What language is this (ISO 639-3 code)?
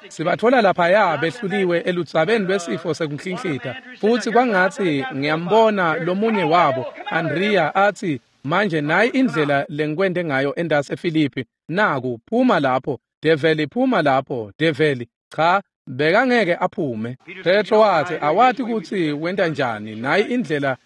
ssw